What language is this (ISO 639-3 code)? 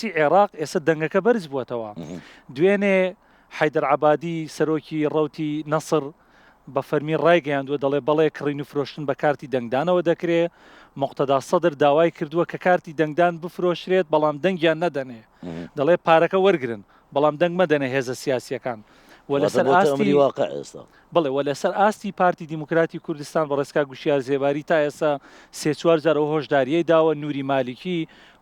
ckb